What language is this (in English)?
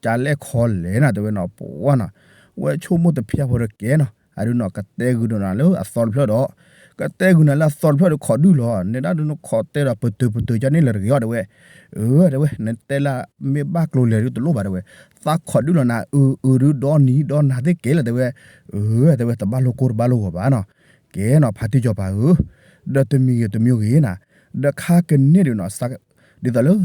S'gaw Karen